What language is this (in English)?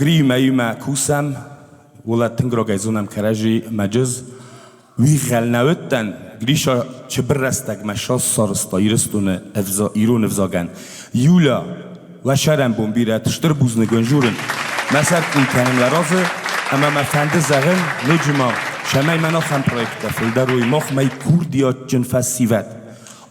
Ossetic